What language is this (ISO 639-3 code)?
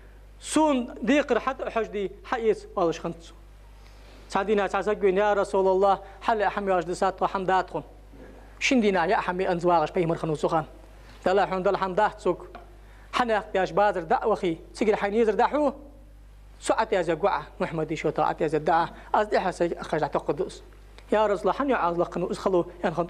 inh